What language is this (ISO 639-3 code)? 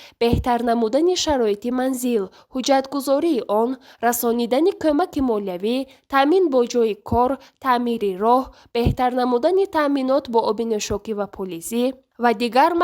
tgk